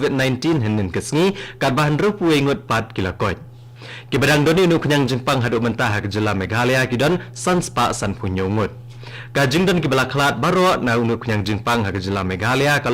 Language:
Khasi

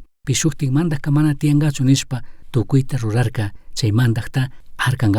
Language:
Chimborazo Highland Quichua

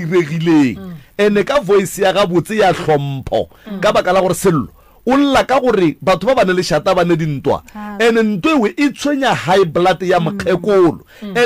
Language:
Northern Sotho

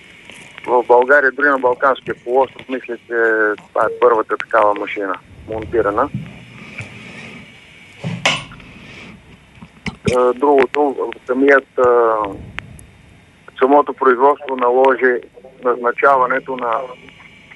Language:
Bulgarian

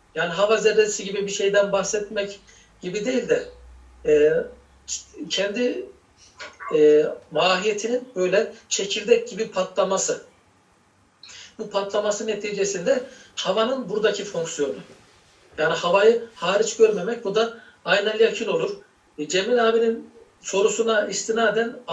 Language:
Turkish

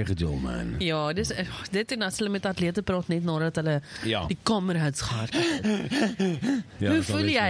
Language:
Afrikaans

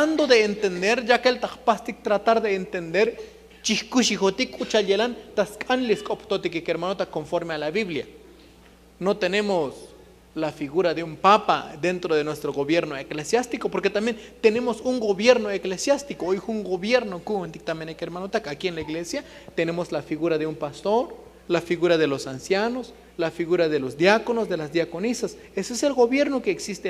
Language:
Tzotzil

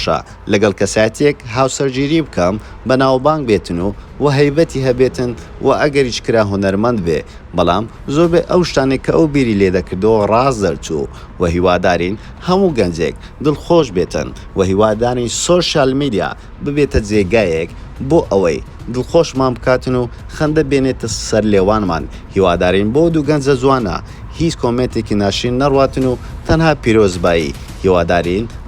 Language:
Central Kurdish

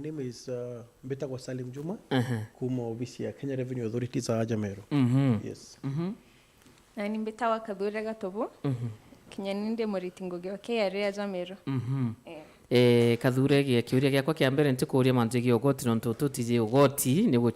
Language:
Meru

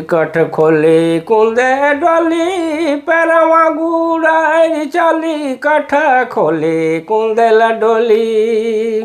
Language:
Sadri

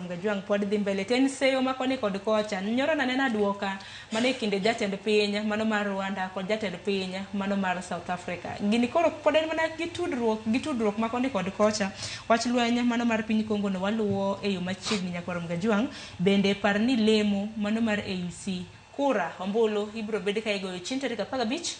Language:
Luo (Kenya and Tanzania)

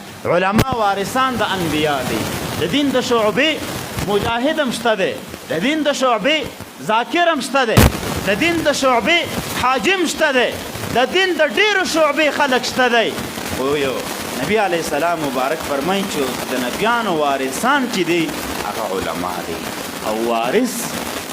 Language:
Pashto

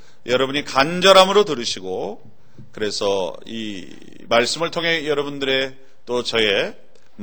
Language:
Korean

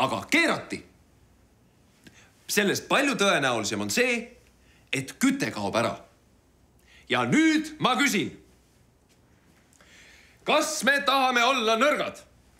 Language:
Estonian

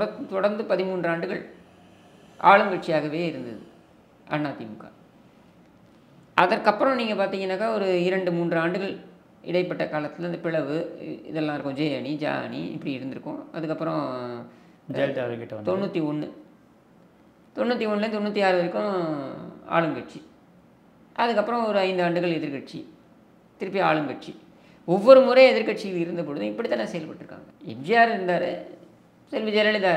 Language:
Tamil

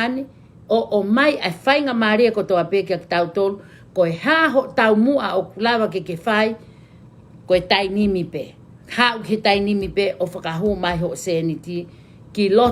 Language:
Tongan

